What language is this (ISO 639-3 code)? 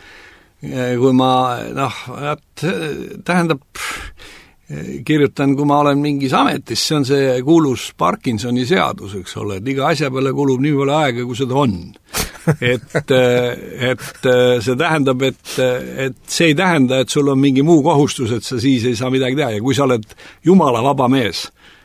est